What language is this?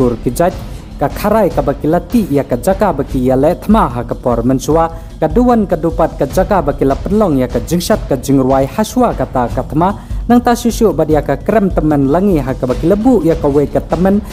Khasi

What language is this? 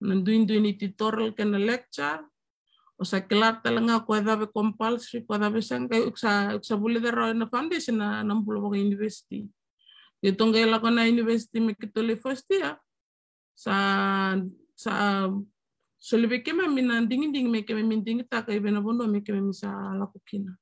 Fijian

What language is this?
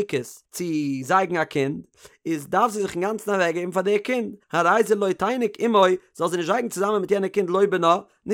Yiddish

